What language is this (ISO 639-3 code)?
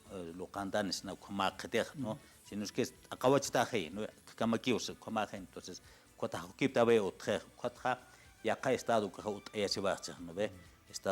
aym